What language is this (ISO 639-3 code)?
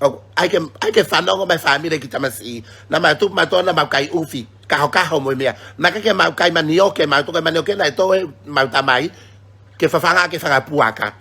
ton